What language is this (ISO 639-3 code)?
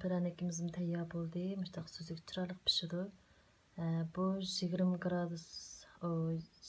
uig